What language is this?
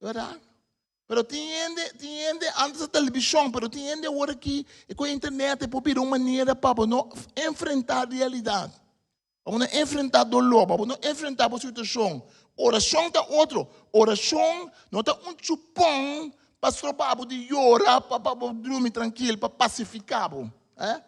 Papiamento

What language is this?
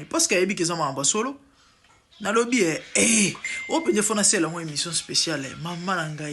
Lingala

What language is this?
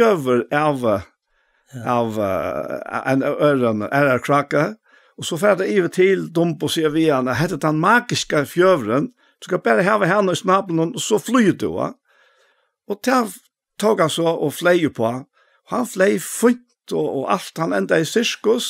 Faroese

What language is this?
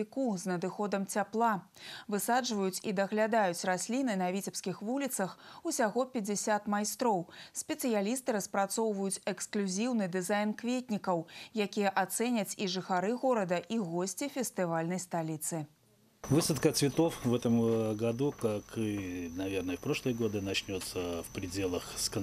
Belarusian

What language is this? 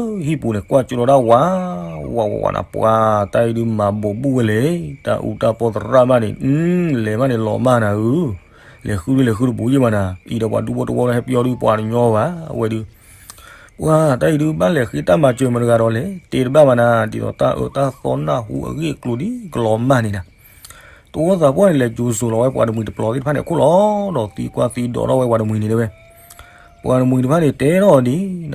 S'gaw Karen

